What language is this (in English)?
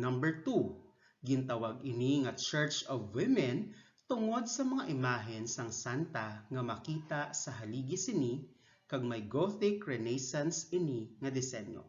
Hiligaynon